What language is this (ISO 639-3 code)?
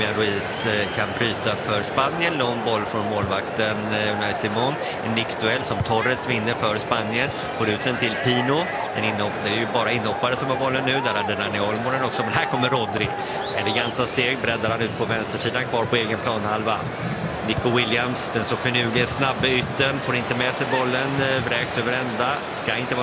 swe